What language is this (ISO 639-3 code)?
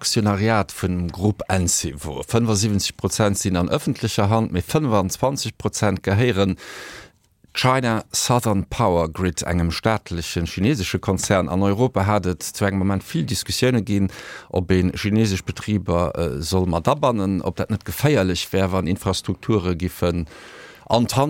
ltz